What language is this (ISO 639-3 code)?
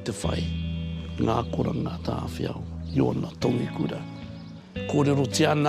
mri